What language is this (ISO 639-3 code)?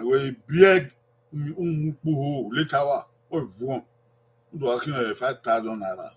bin